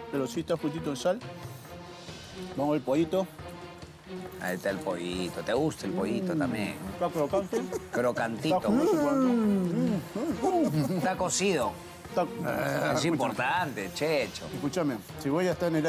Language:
Spanish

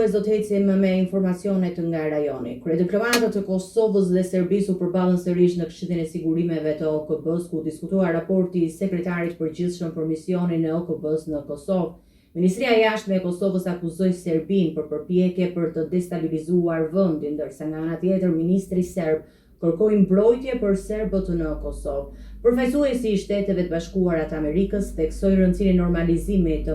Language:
Albanian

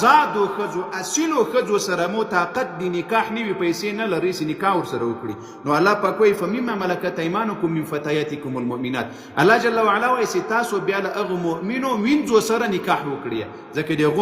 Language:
Pashto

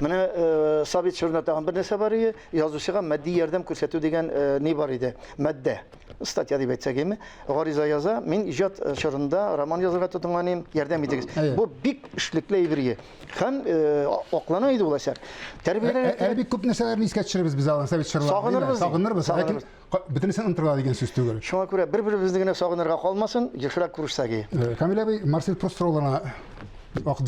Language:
Tatar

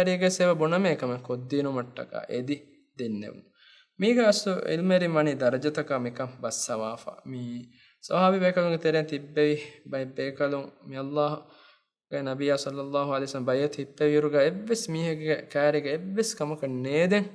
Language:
Divehi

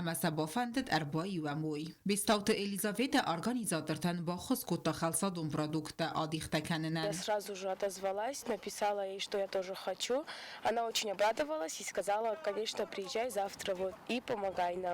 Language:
Ossetic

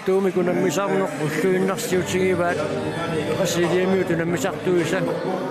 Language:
Kalaallisut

